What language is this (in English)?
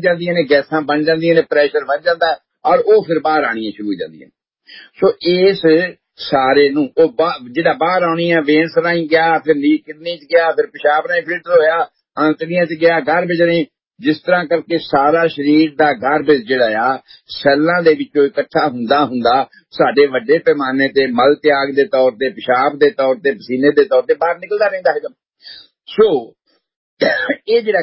Punjabi